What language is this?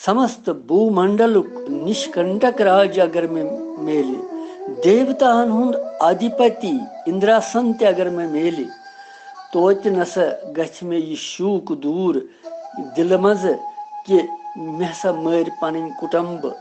Kashmiri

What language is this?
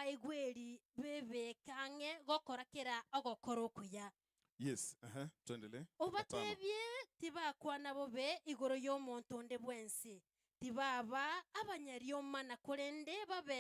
Gusii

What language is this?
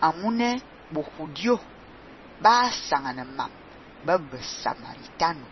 Fang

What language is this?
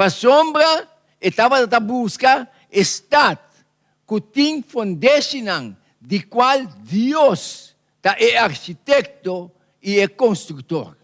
Papiamento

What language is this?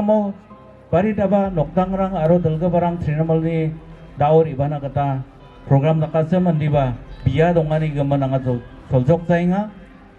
Garo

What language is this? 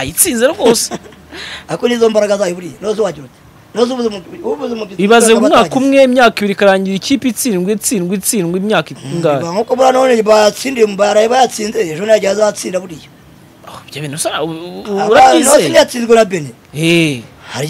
Kinyarwanda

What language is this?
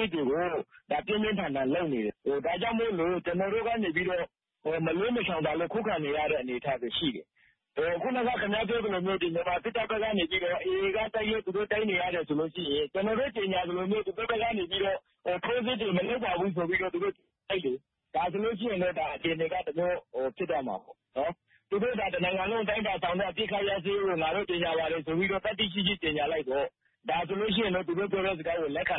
Burmese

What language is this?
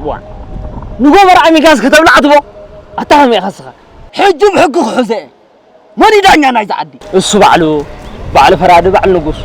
Tigrinya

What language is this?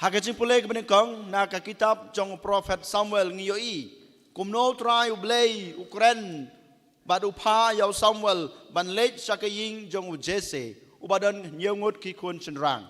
Khasi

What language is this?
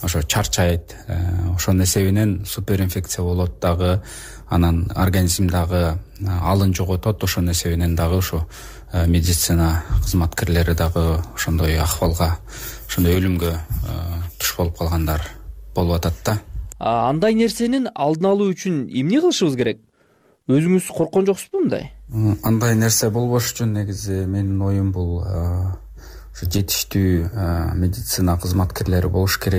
Kyrgyz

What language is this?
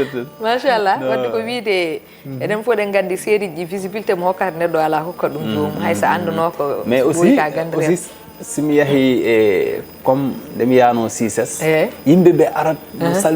Fula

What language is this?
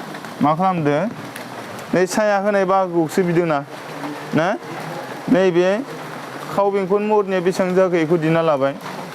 Bodo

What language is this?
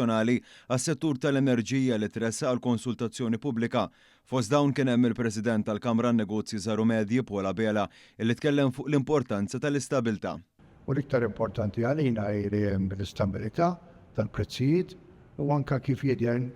Maltese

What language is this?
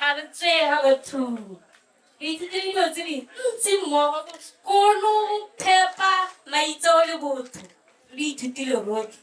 Tswana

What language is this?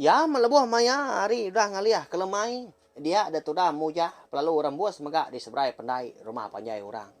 Iban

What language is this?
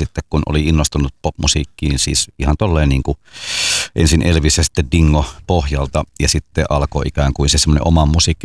Finnish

